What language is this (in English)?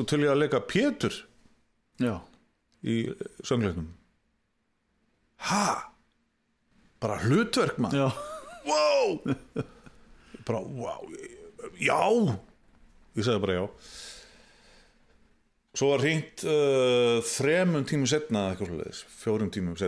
Icelandic